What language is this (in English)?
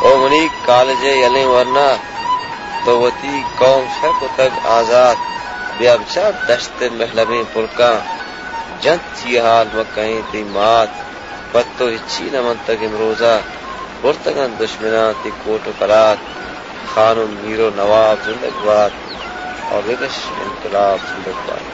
Baluchi